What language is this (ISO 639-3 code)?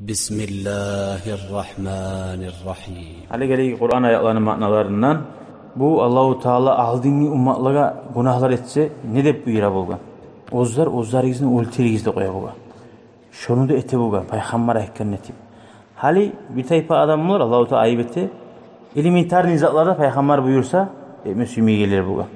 kum